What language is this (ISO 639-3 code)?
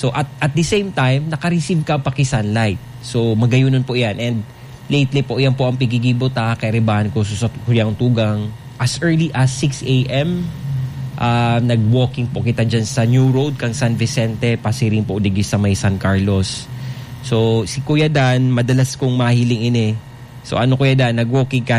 bik